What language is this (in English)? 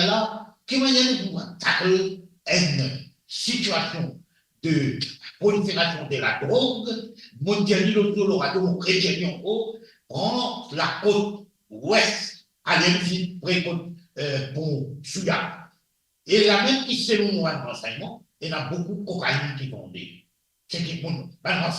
Morisyen